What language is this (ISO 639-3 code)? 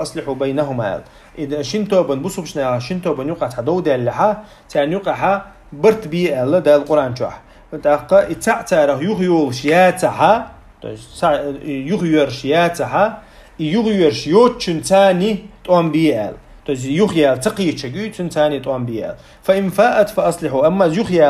che